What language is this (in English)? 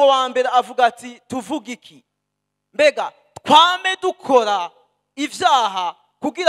Rundi